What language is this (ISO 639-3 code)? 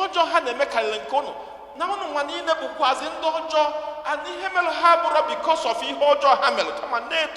ibo